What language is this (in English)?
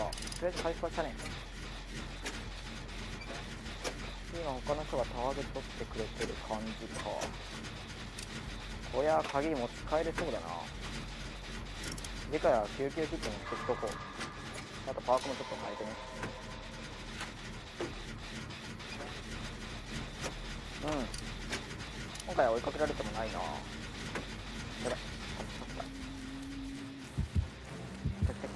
Japanese